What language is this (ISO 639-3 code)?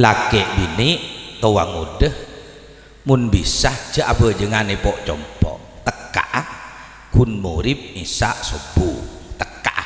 mad